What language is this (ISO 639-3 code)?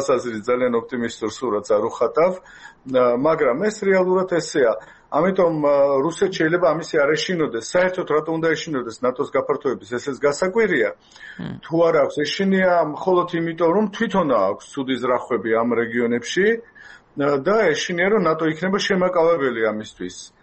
kat